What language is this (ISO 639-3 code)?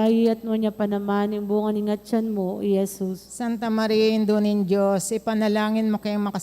pam